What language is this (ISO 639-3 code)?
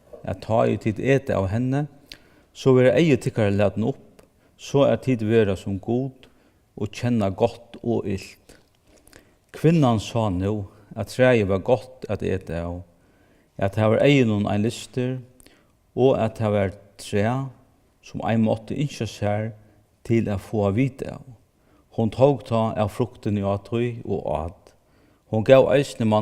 fao